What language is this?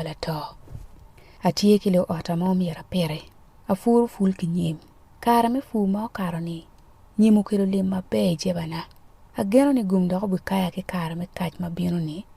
Acoli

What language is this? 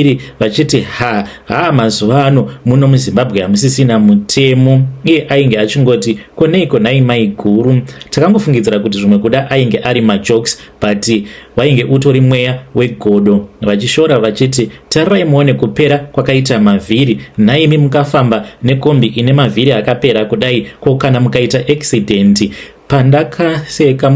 Shona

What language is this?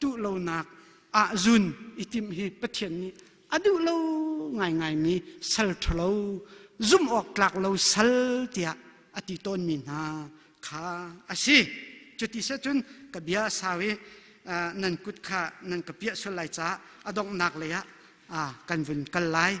Hakha Chin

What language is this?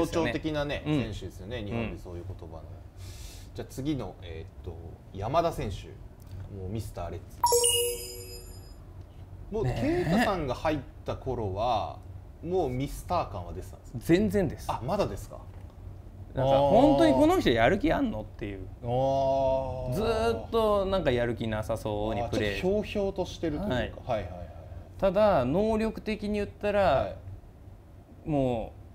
Japanese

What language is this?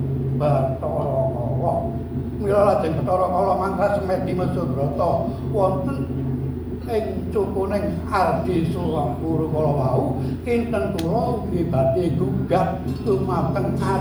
Javanese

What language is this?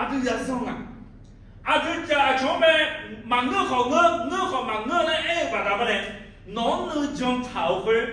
Akha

